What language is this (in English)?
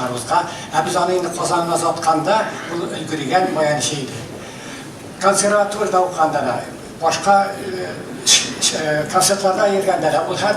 Tatar